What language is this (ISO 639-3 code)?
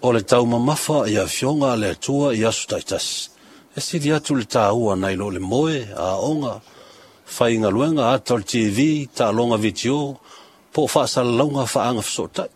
smo